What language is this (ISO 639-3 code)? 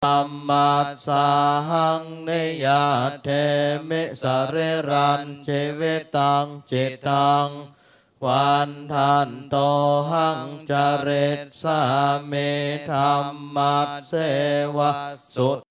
pli